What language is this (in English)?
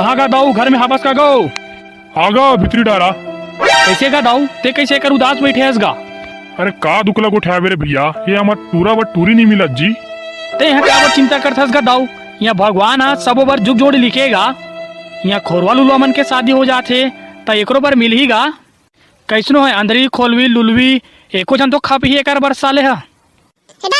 Chhattisgarhi